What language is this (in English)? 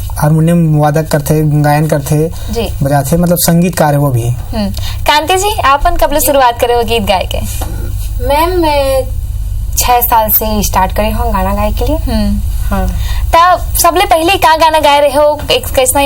Chhattisgarhi